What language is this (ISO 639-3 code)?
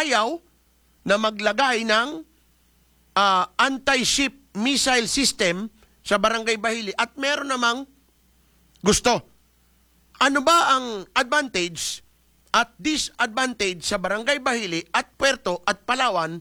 fil